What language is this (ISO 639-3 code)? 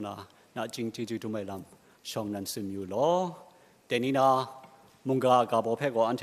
kac